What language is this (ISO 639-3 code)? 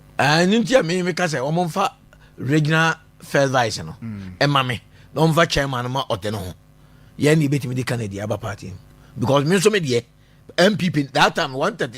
aka